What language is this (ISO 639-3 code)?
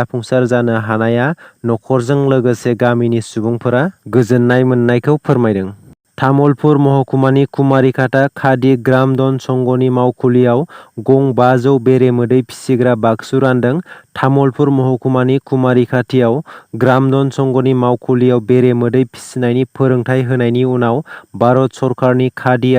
brx